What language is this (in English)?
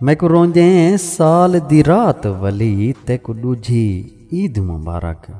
Saraiki